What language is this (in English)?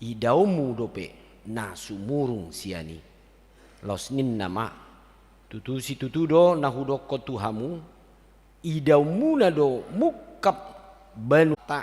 Batak Toba